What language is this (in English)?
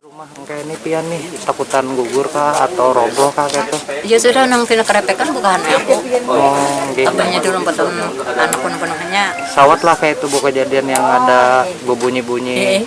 Banjar